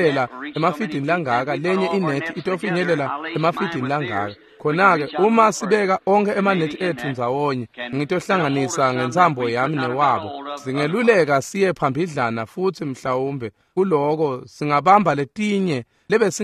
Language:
Swati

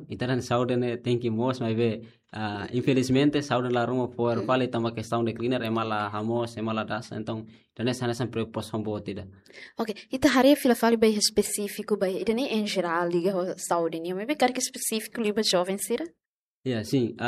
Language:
Tetum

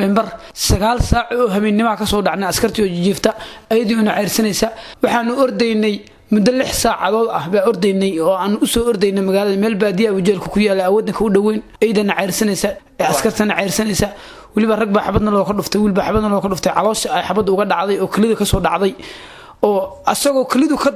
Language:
Somali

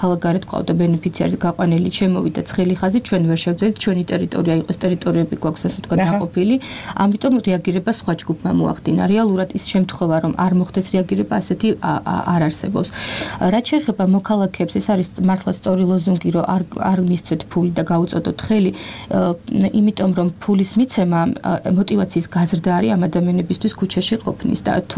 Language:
Georgian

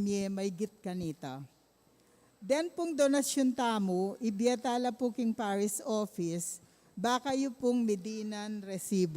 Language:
Pampanga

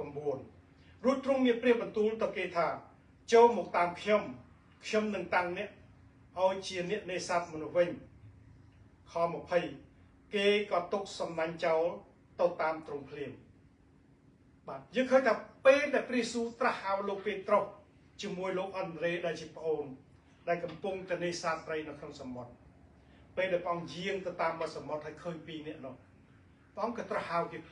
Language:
Khmer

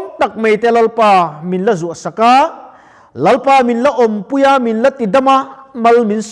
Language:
Mizo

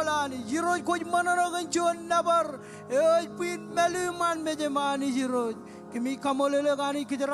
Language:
Marshallese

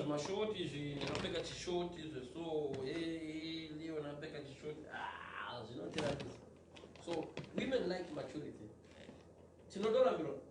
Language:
Shona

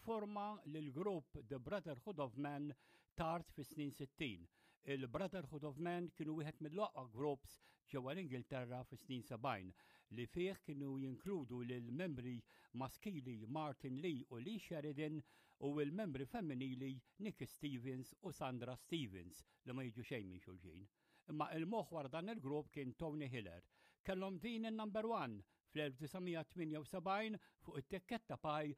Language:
Maltese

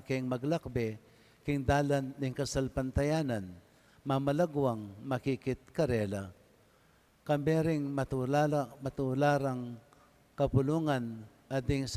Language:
Pampanga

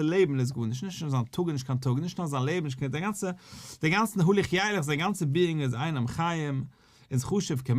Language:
Yiddish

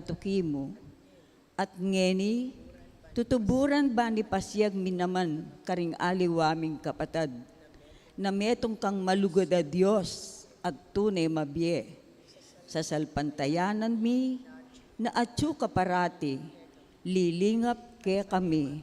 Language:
Pampanga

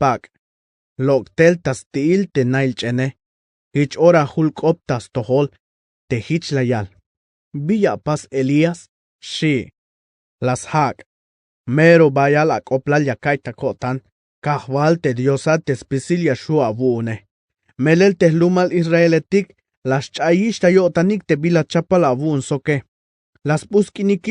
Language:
Tzeltal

